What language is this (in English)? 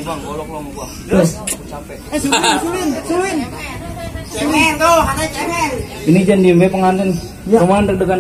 Betawi